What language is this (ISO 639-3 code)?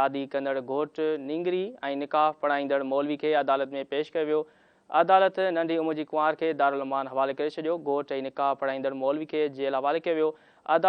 snd